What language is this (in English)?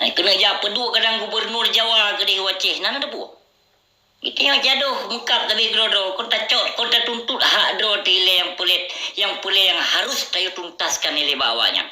Achinese